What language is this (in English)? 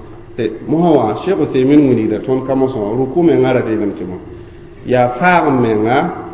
Mossi